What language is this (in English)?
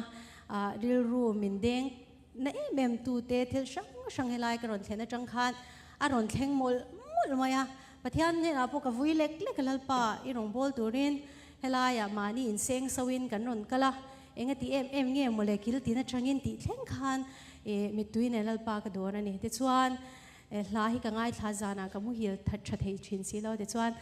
Mizo